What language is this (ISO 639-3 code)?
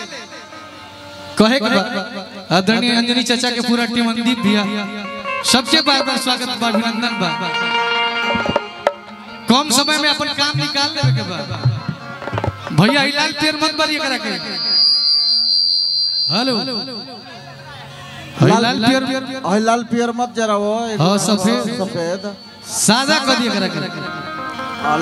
bho